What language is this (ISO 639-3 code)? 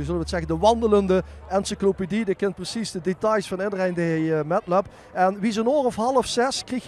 lim